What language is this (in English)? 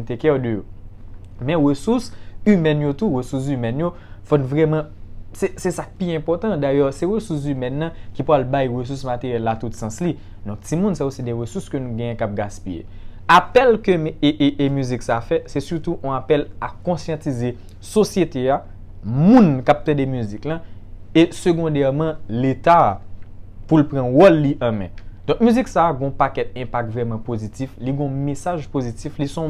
Haitian Creole